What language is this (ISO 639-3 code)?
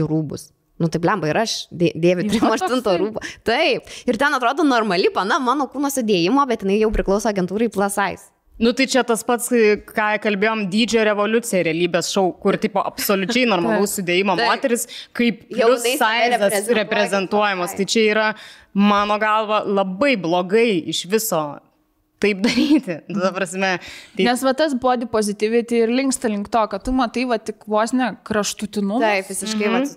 lit